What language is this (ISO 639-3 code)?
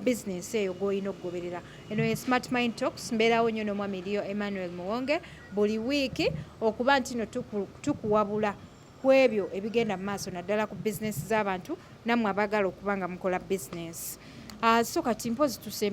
lug